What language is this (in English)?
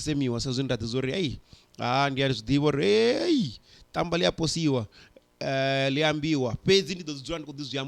Venda